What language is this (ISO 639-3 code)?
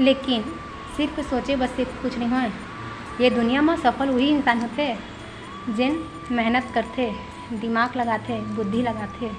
hne